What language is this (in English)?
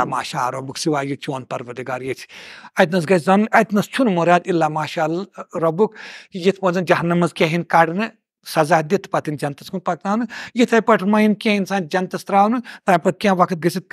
Kashmiri